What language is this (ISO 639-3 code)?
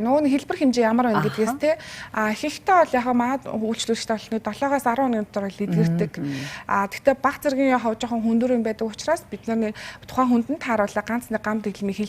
mon